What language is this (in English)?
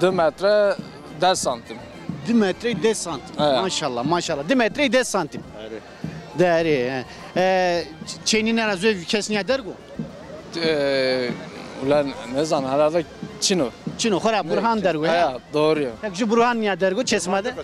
Zaza